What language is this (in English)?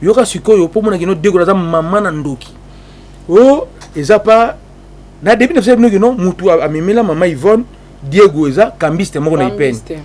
Lingala